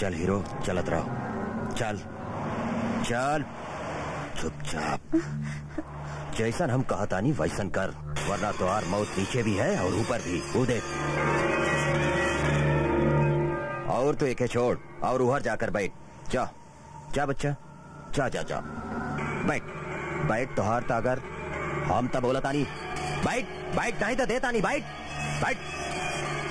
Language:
Bhojpuri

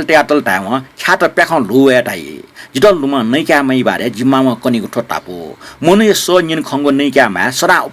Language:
Newari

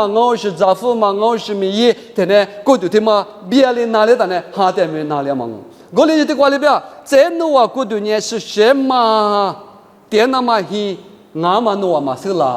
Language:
Lisu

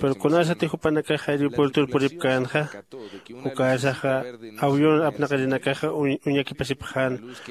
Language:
Aymara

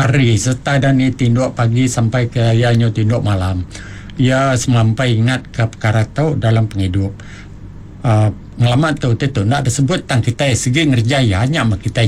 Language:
Iban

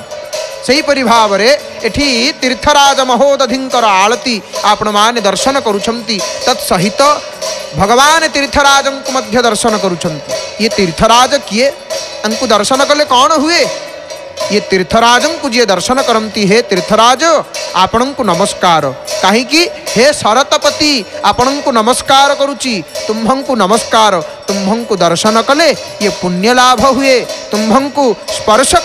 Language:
Odia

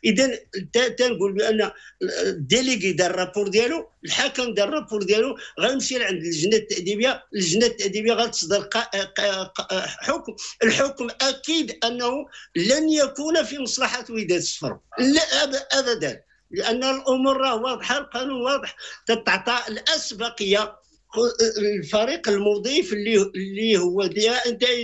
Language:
Moroccan Arabic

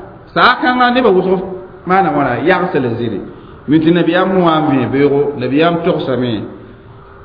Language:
Mossi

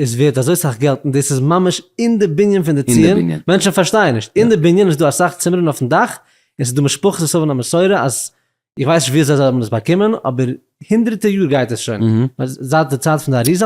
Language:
Yiddish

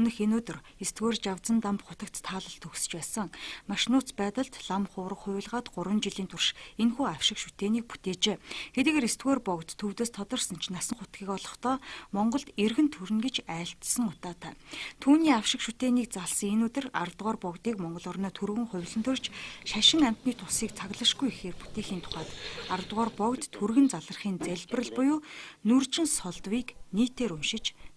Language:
Mongolian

